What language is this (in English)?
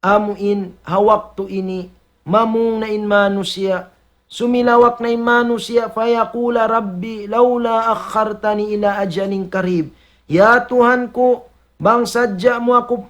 Tausug